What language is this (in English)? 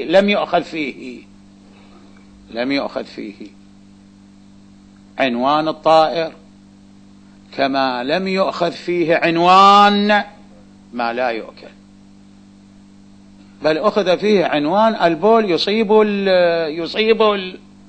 Arabic